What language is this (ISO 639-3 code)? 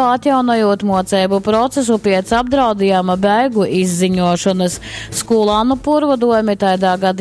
ltg